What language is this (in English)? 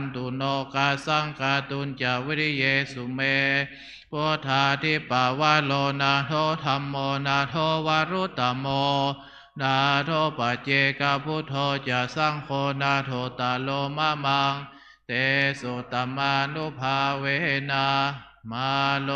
Pali